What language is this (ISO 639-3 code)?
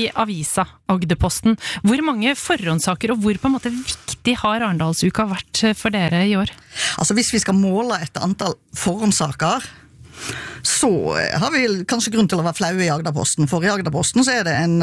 nor